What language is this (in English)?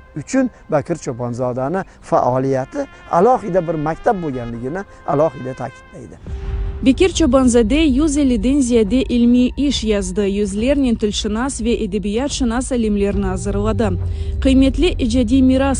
Crimean Tatar